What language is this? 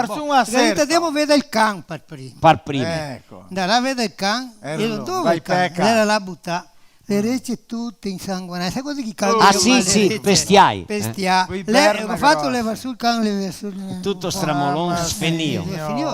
Venetian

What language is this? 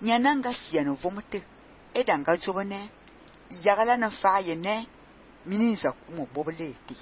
Fang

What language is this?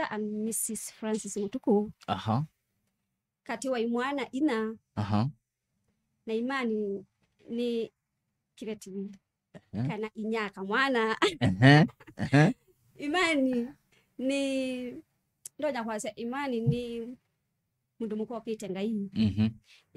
Kamba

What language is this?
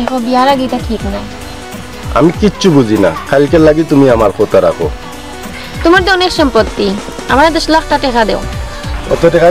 Sylheti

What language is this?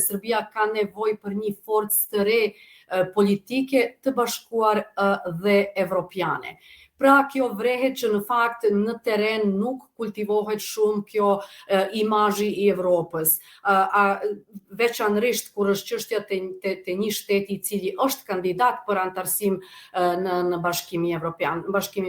Albanian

